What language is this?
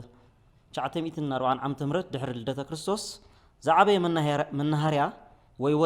Tigrinya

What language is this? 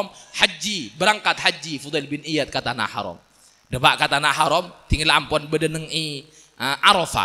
Madurese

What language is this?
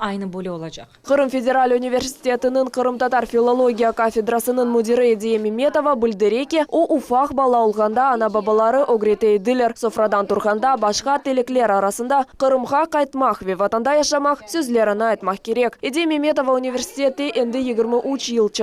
Crimean Tatar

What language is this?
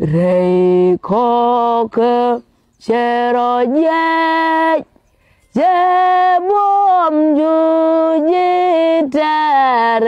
Nuer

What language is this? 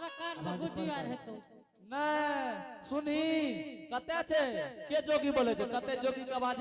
Angika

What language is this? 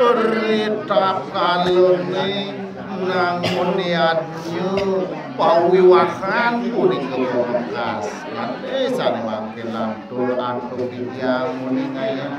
Balinese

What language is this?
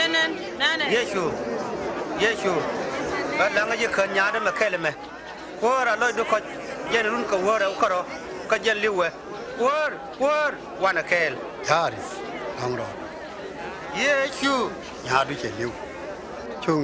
Nuer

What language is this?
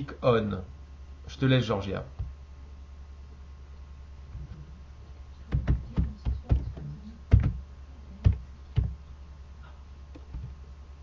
French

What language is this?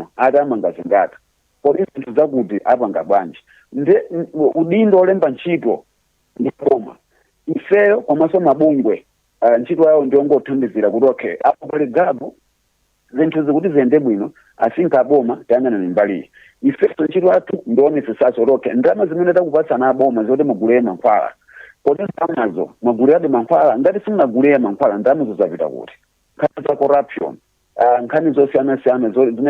Nyanja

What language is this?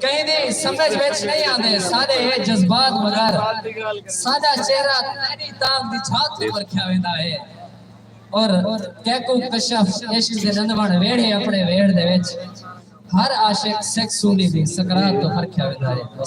Saraiki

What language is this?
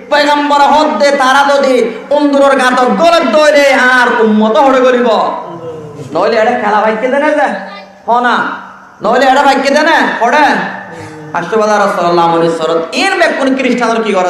Rohingya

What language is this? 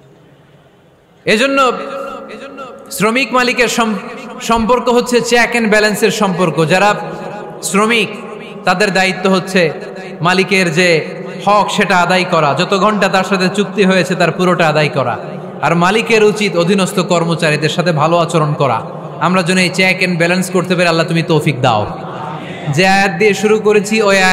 Bangla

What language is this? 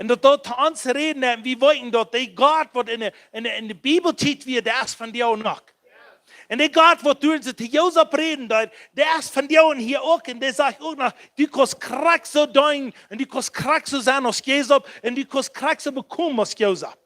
Plautdietsch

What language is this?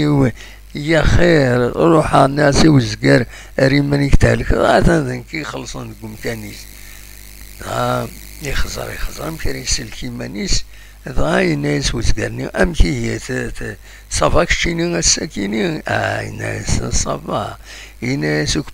Kabyle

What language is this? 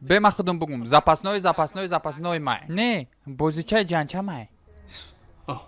Tajik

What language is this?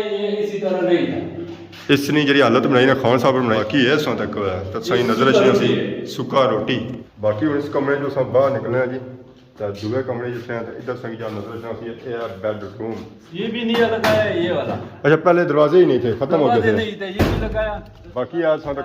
Pahari-Potwari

